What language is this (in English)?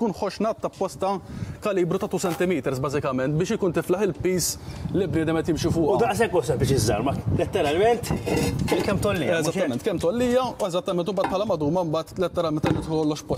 Maltese